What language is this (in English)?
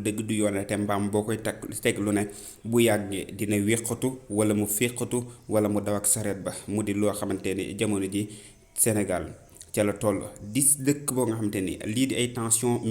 Wolof